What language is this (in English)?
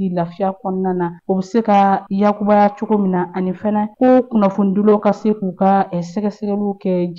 Bambara